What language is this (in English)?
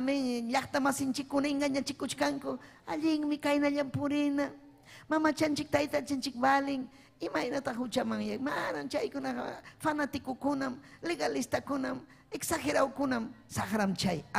Ayacucho Quechua